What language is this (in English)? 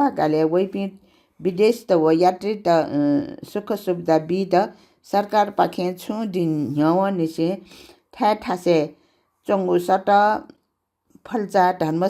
Newari